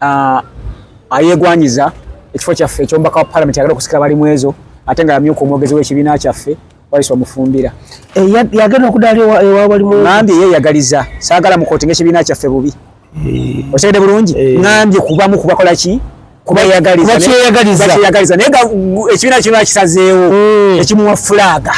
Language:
Ganda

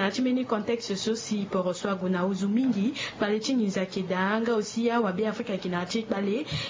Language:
Sango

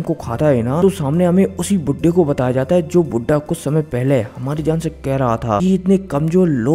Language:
Hindi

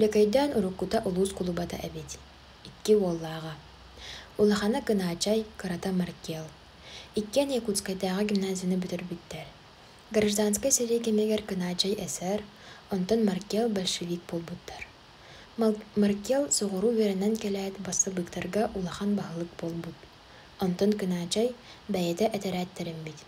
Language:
Yakut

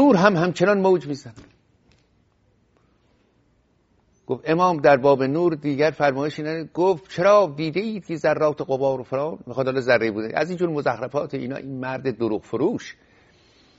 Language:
Persian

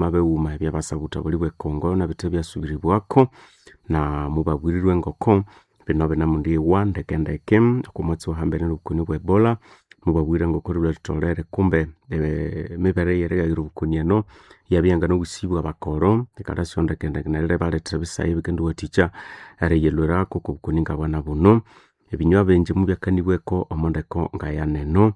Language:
Nande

